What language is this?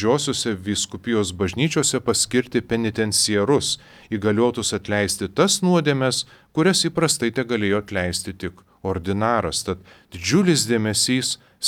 Lithuanian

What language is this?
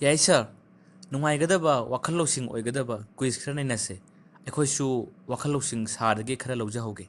Manipuri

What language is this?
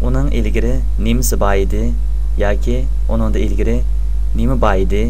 Uyghur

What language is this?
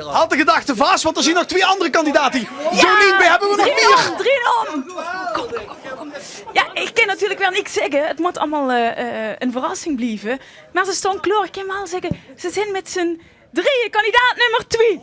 Limburgish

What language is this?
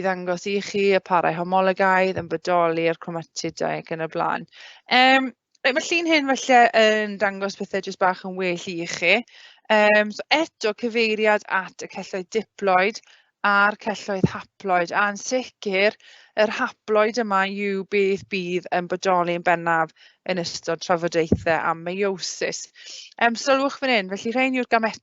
Welsh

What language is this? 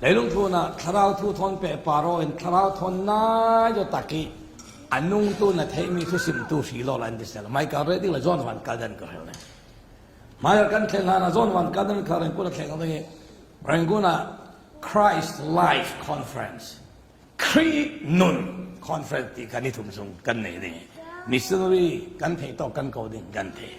Falam Chin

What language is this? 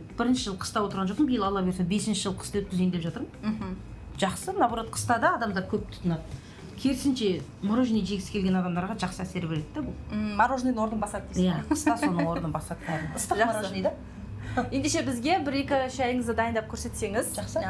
Kazakh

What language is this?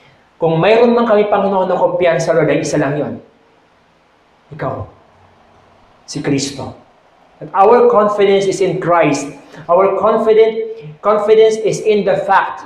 Filipino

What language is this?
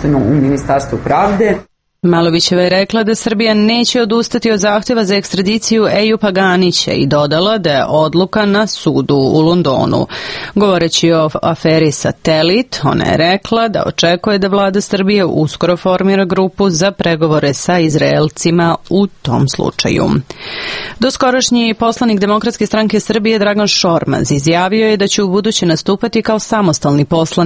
Serbian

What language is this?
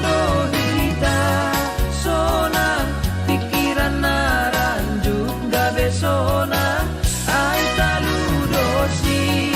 Batak Simalungun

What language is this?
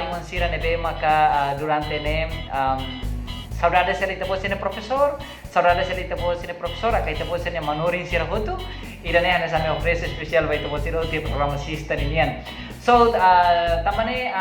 Tetum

